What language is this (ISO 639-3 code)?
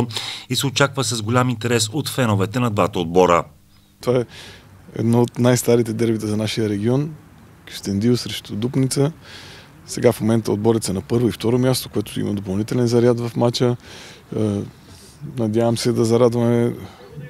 bul